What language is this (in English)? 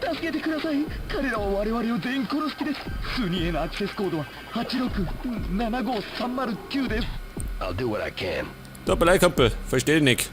Bavarian